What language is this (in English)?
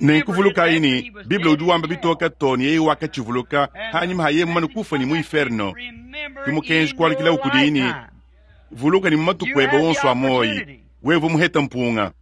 Luba-Lulua